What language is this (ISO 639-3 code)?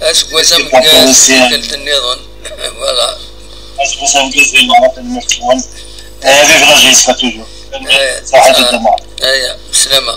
kab